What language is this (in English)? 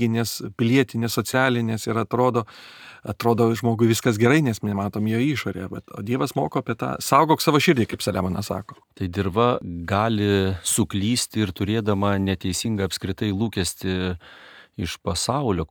Lithuanian